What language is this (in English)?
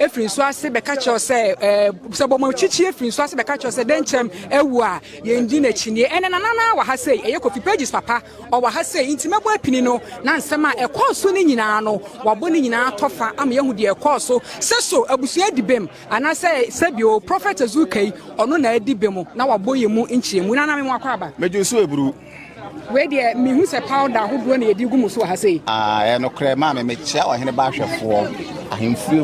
Akan